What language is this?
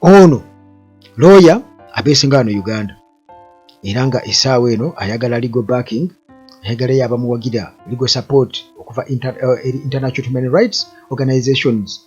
Ganda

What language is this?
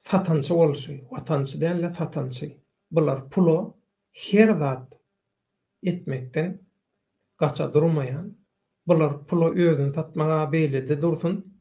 Turkmen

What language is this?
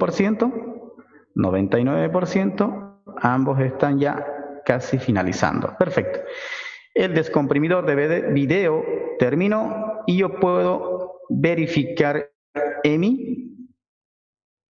Spanish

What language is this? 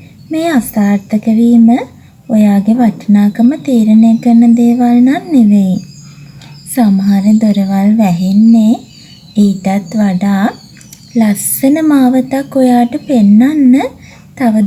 Sinhala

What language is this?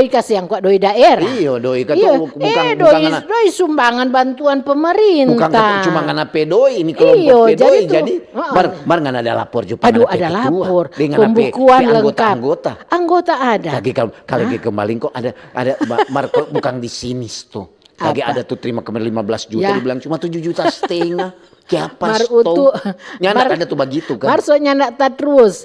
Manado Malay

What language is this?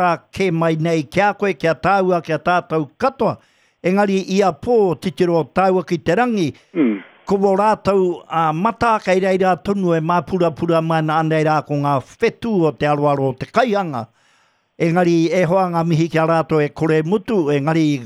Māori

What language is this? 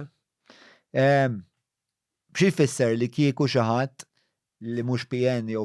Maltese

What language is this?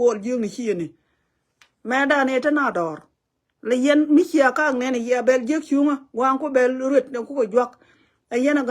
Nuer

